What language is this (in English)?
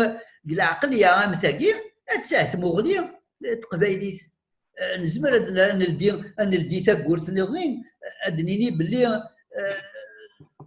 Kabyle